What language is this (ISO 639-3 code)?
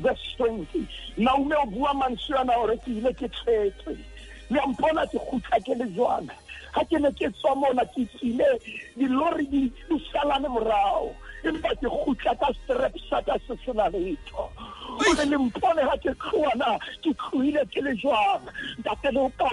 sot